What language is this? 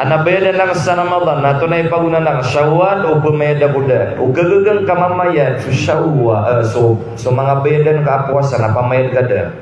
Maranao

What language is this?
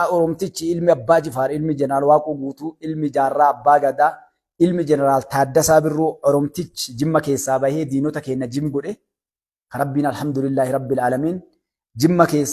Oromo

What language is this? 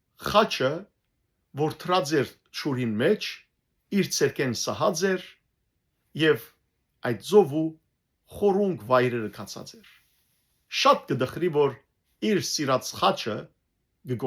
Western Armenian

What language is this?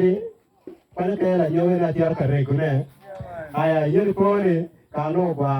Acoli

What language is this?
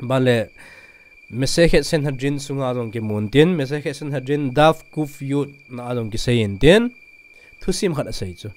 Thado Chin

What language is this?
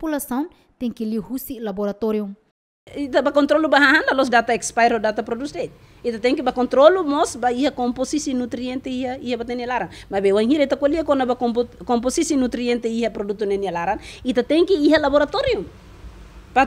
Tetum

